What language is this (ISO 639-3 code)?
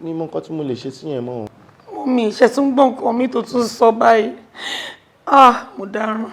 yor